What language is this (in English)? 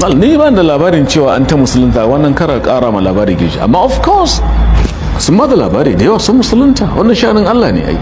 Hausa